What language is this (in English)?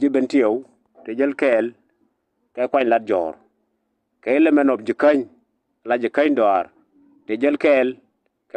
Nuer